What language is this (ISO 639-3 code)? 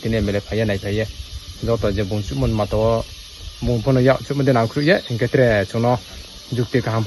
ria